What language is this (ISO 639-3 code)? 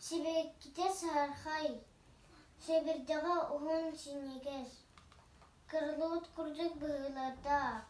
sah